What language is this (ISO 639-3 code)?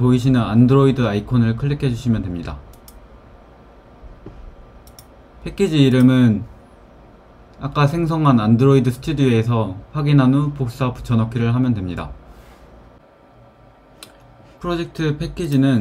kor